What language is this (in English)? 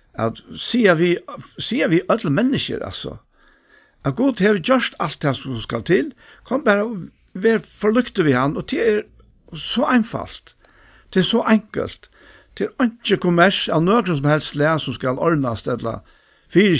Faroese